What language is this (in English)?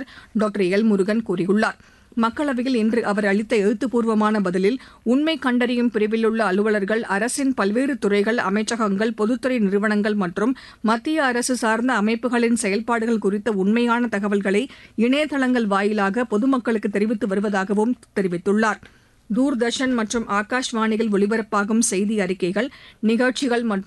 Tamil